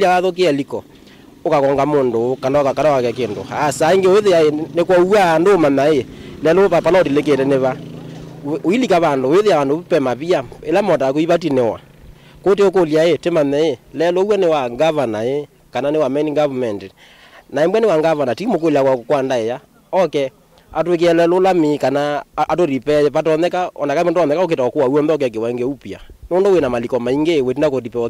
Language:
Kamba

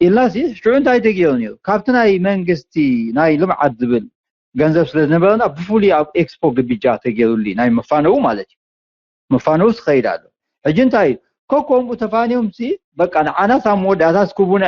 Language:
Tigrinya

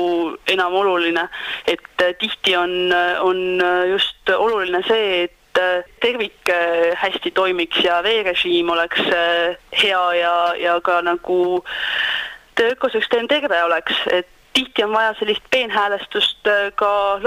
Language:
Estonian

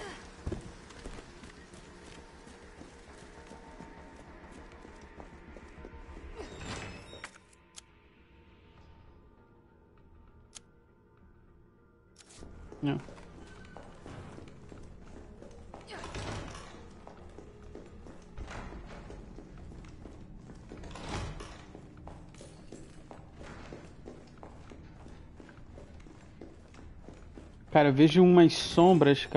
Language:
Portuguese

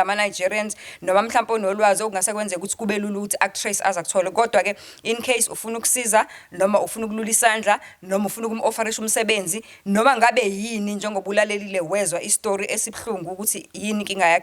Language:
Zulu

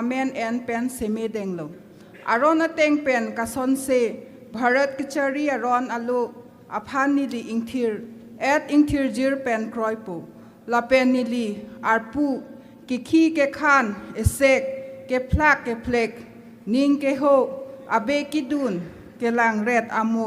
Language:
Karbi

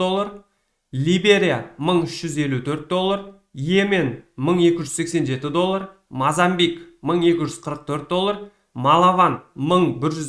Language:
Kazakh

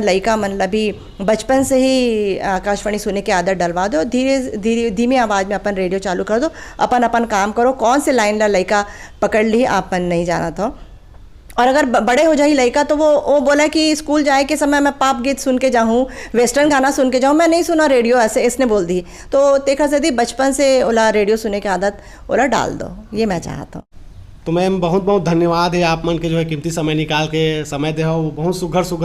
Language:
Chhattisgarhi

